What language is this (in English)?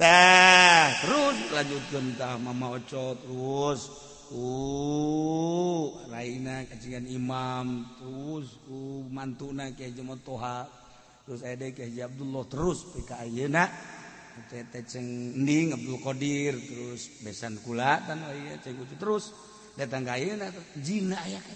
Sundanese